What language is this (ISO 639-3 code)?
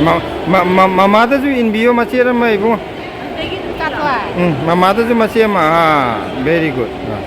mni